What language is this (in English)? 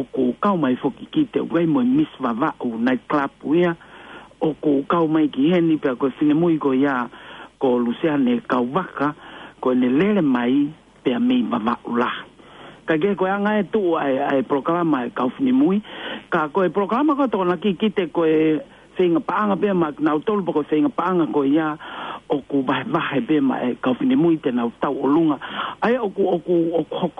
Tongan